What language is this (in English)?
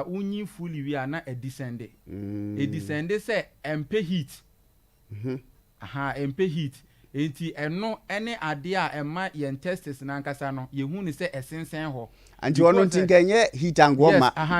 Akan